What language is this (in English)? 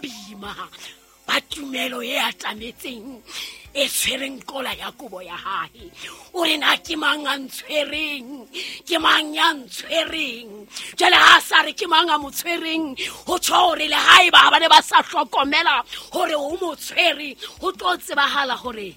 Southern Sotho